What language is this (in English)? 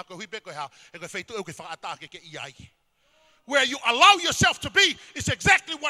Tongan